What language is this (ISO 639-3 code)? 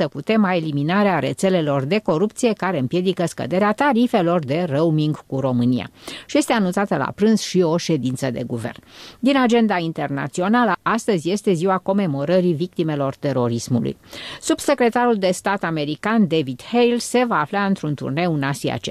ron